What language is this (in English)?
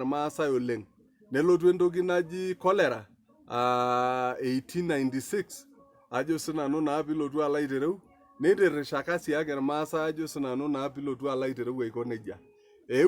Masai